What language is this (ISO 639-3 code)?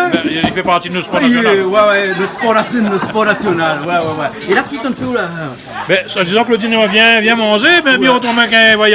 rcf